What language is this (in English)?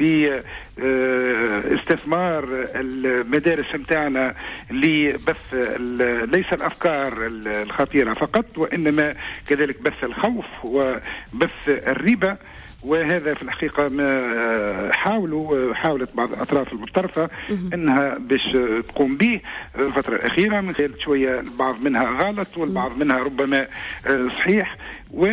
Tunisian Arabic